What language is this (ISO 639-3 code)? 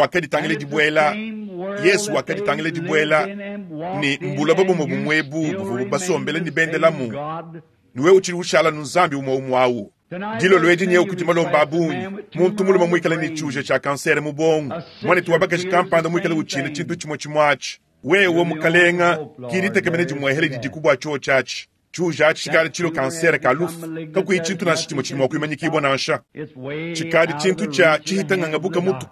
lua